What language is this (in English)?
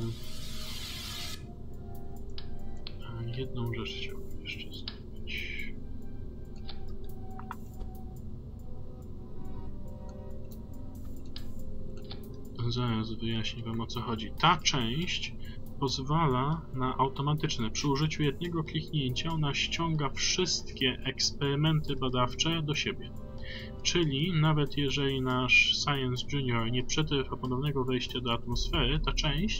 Polish